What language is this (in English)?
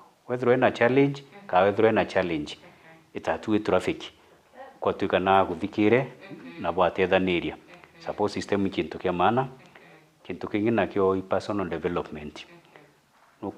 Meru